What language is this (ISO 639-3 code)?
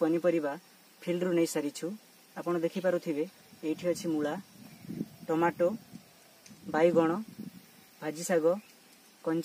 ori